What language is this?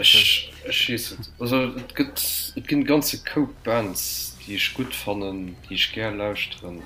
Luxembourgish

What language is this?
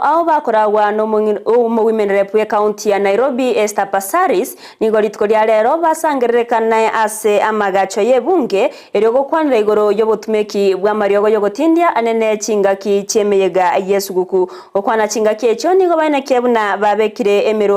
Gusii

